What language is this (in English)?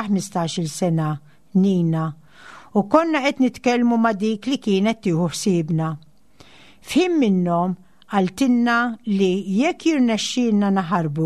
Maltese